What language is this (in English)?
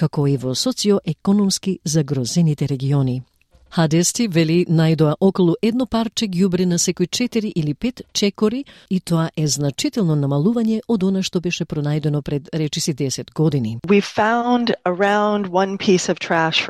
Macedonian